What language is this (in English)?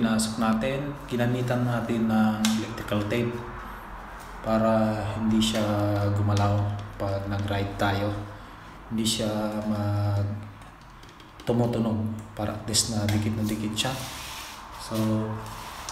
Filipino